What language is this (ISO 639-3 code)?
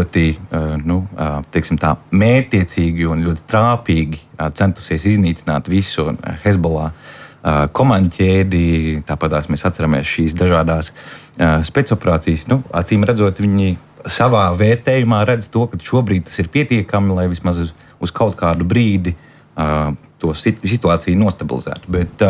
lav